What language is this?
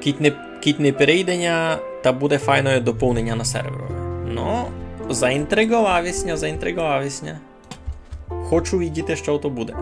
Rusyn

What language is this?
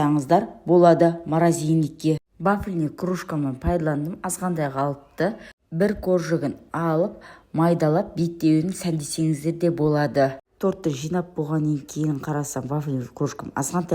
Kazakh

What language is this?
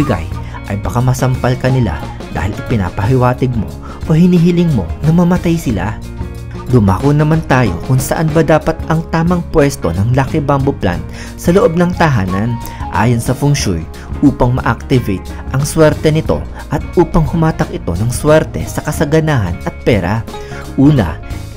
Filipino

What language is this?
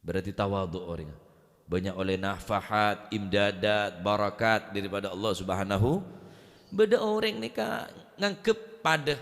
Madurese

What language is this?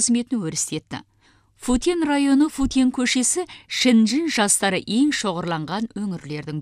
Kazakh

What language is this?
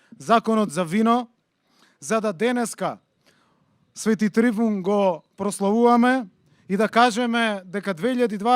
Macedonian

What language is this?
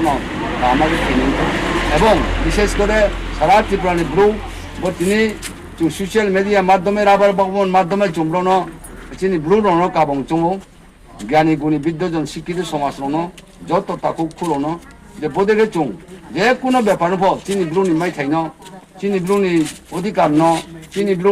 Riang (India)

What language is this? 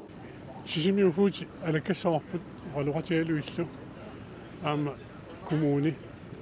Kalaallisut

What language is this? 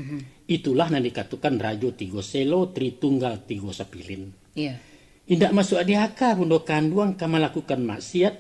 Minangkabau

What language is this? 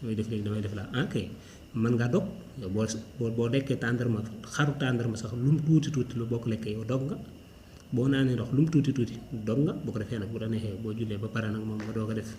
Wolof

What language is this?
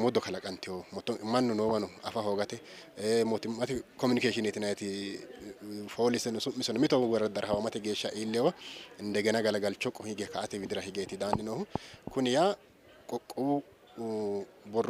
Sidamo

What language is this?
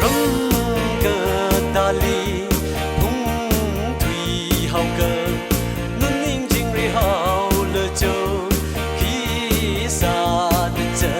Tangkhul Naga (India)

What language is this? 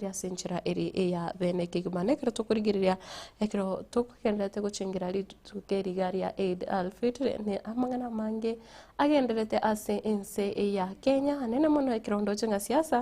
Gusii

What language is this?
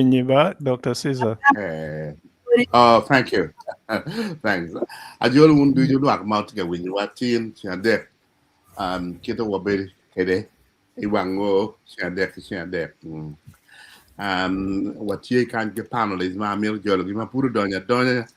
Acoli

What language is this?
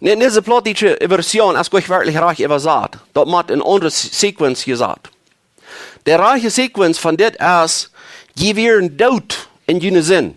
Plautdietsch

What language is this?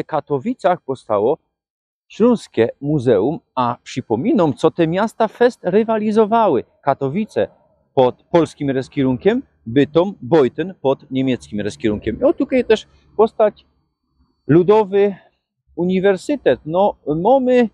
Silesian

